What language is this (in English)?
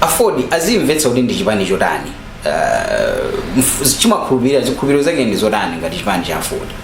Nyanja